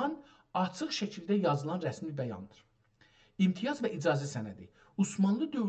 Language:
South Azerbaijani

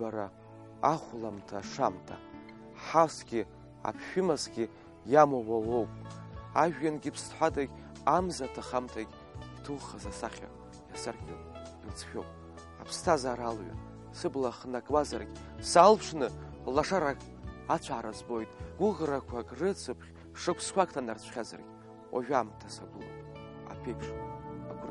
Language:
Abkhazian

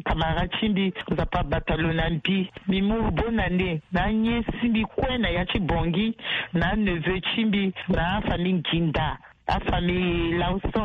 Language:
Sango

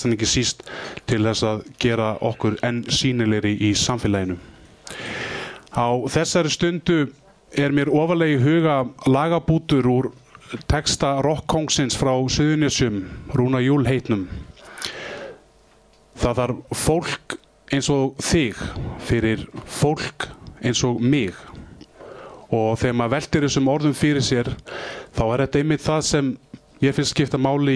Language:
Icelandic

